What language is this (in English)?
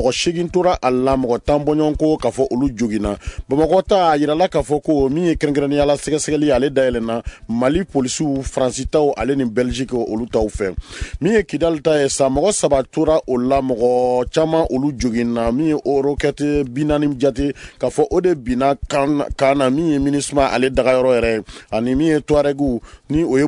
Bambara